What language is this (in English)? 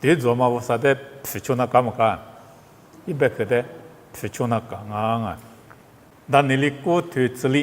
Lisu